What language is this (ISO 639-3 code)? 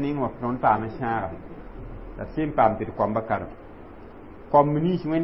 mos